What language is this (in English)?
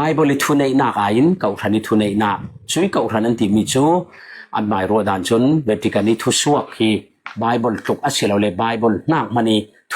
Falam Chin